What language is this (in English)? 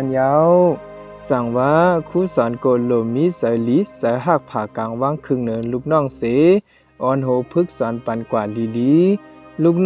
Shan